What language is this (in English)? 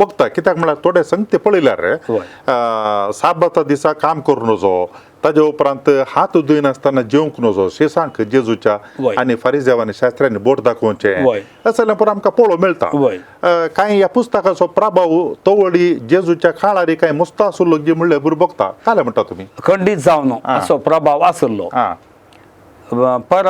Konkani